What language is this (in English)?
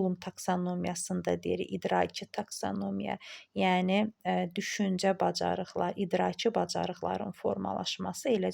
Azerbaijani